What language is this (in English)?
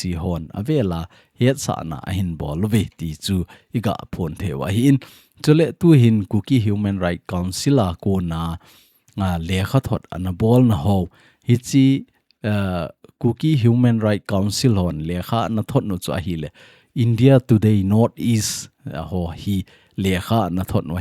Thado Chin